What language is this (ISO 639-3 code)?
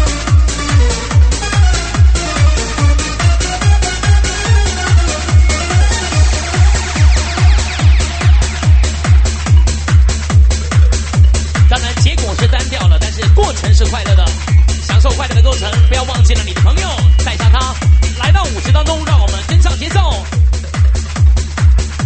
zho